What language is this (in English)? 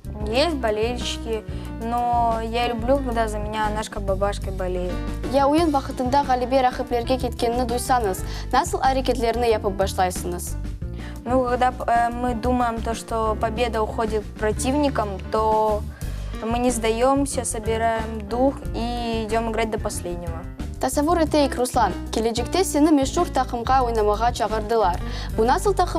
Crimean Tatar